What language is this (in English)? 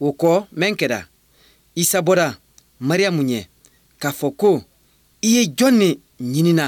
Bambara